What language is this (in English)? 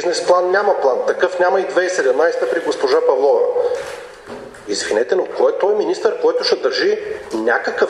Bulgarian